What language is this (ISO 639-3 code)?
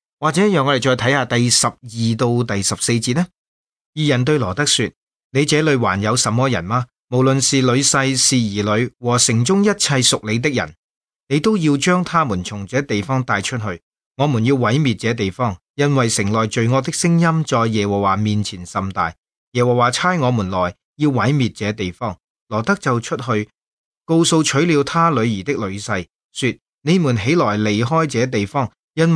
yue